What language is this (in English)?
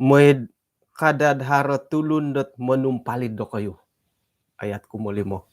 Central Dusun